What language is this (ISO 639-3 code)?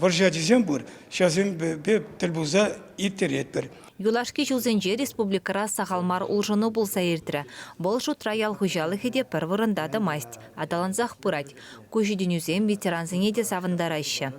chv